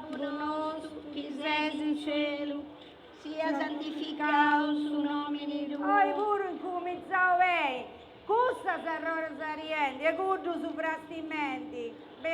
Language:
Sardinian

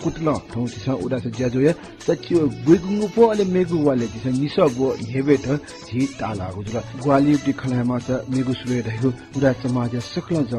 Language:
Newari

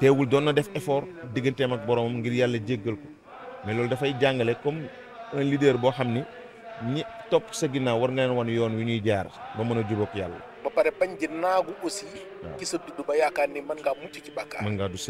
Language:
Wolof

